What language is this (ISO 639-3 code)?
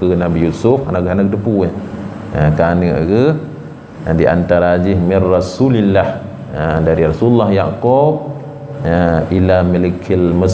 ace